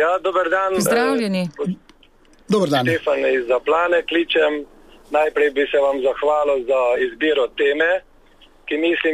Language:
Slovenian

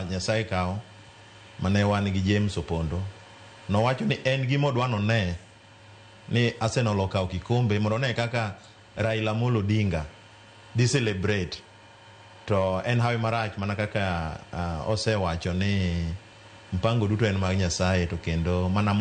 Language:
Luo (Kenya and Tanzania)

